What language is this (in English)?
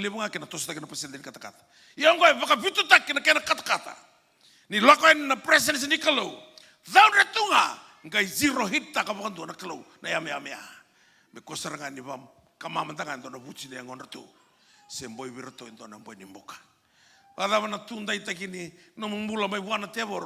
Fijian